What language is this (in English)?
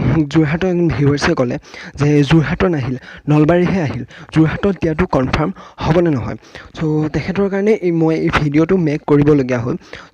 Assamese